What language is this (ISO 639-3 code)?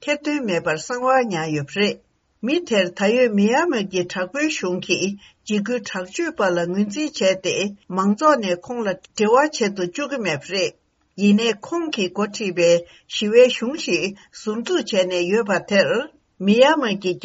bod